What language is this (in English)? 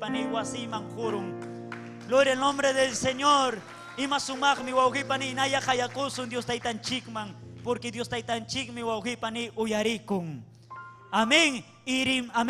Ayacucho Quechua